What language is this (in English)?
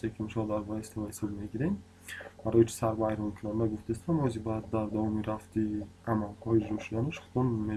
Tajik